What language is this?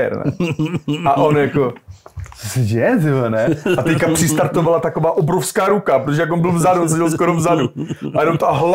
Czech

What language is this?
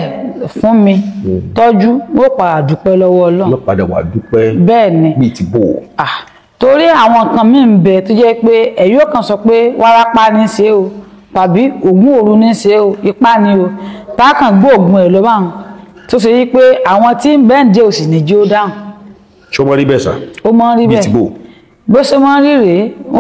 Yoruba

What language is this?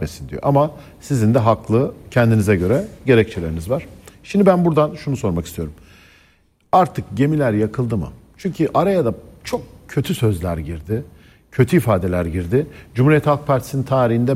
Turkish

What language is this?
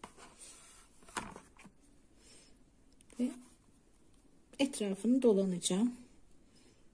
Turkish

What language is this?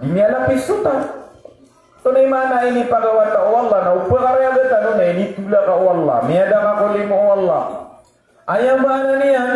Maranao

